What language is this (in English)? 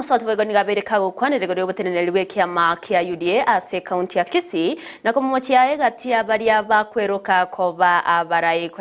Gusii